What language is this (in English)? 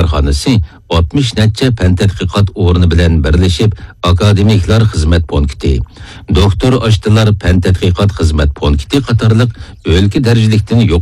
Uyghur